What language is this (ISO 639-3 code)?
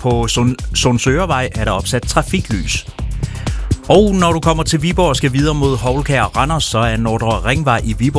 dan